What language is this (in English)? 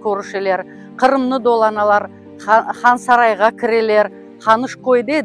Crimean Tatar